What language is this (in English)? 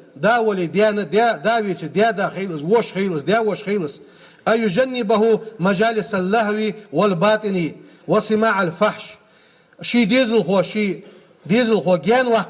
Ingush